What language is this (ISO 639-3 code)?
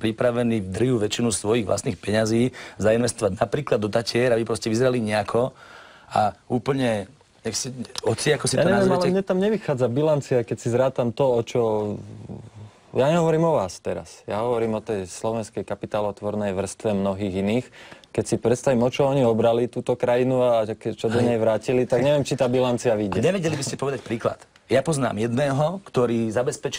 slk